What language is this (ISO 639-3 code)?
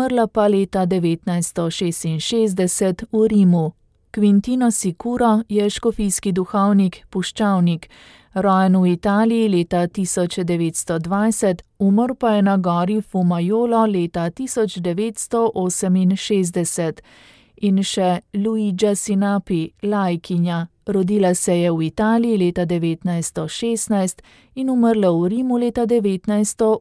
slv